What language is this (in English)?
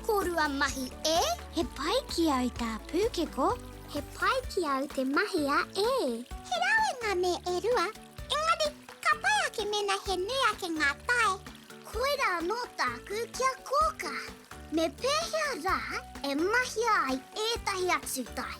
Māori